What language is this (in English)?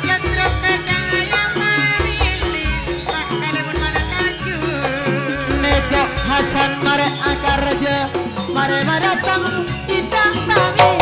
Madurese